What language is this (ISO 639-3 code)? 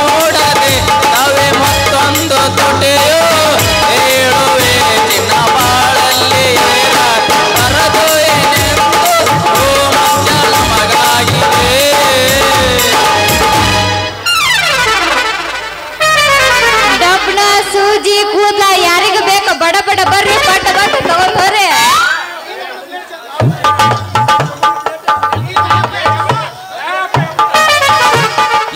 kan